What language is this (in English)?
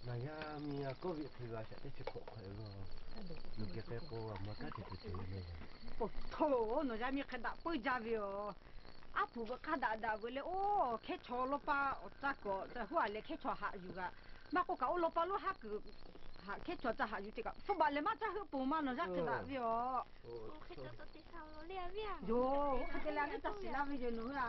Lahu